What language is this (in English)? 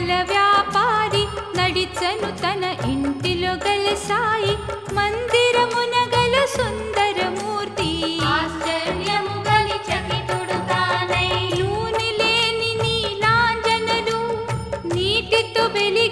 Telugu